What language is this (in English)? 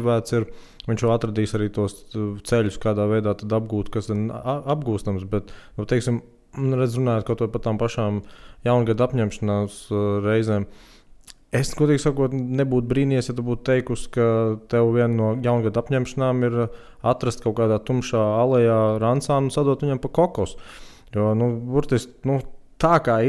Latvian